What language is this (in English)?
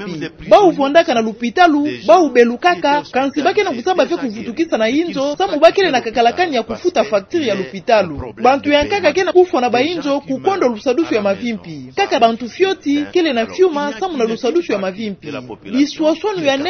Kituba (Democratic Republic of Congo)